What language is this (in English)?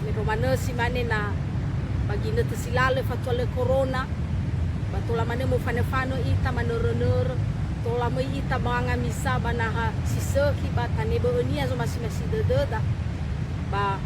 Nias